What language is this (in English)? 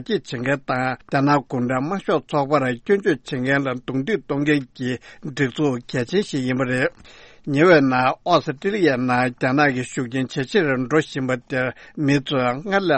Tibetan